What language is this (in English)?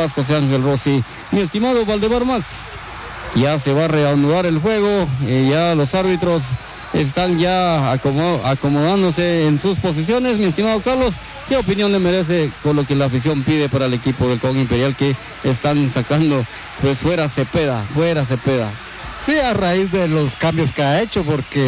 Spanish